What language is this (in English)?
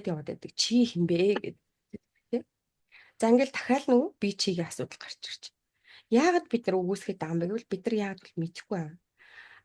Mongolian